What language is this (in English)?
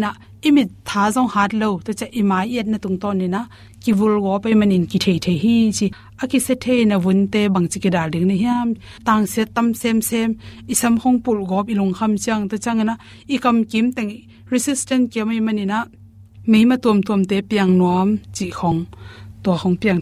Tedim Chin